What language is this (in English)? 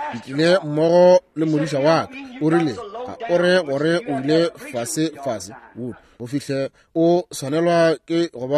Northern Sotho